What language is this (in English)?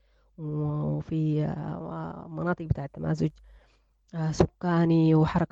Sudanese Arabic